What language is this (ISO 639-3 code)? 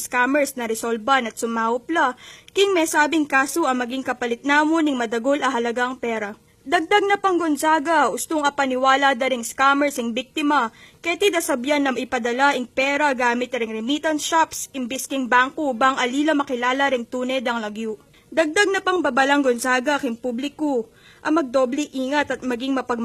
pam